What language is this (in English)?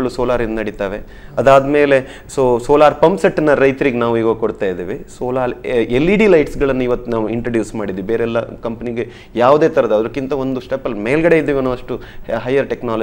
Kannada